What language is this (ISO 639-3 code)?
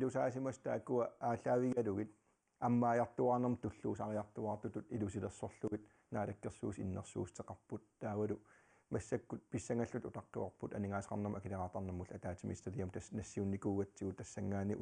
kal